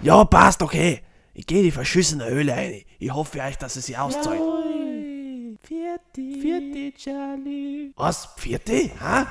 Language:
Bavarian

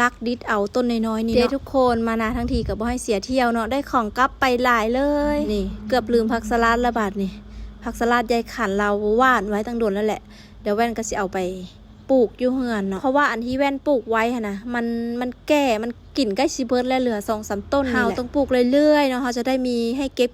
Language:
Lao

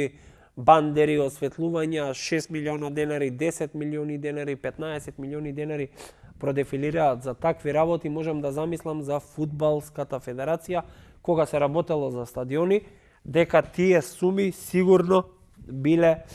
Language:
Macedonian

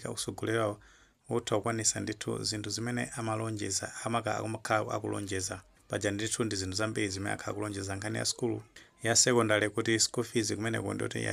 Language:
Nyanja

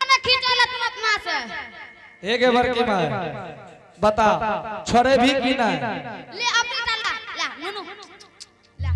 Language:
Angika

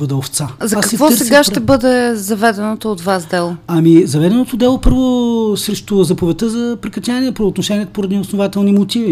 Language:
Bulgarian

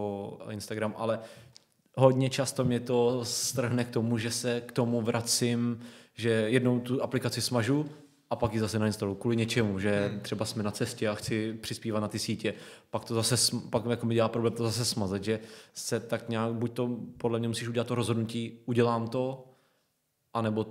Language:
Czech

